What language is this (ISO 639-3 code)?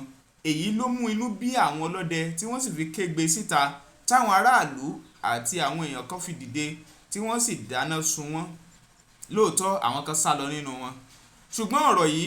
yor